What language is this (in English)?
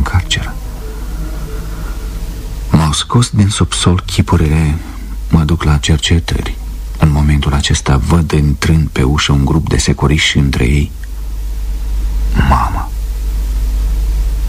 Romanian